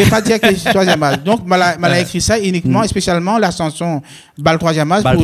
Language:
Réunion Creole French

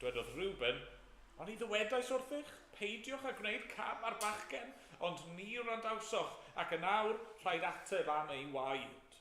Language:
Welsh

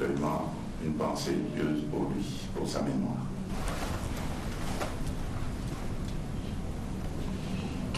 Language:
French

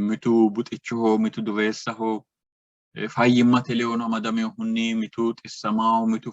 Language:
Sidamo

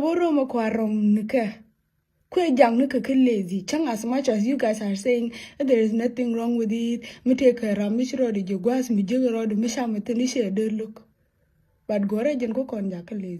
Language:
Nuer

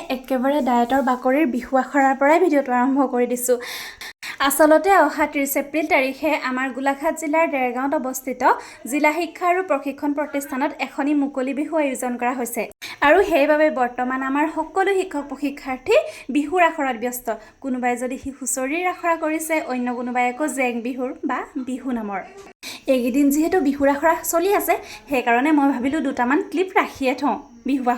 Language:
Assamese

